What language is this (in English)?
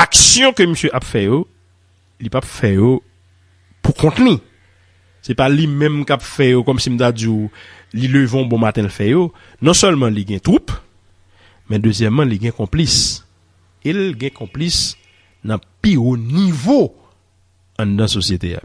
Haitian Creole